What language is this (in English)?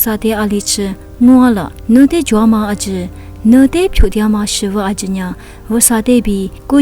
Lisu